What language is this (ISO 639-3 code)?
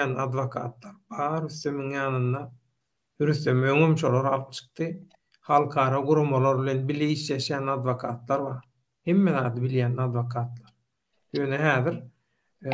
tuk